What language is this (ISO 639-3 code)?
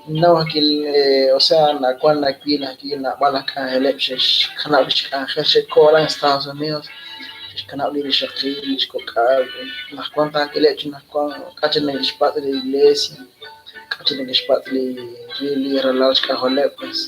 kek